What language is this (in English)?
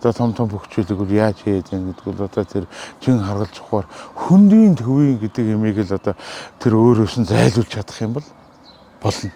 Mongolian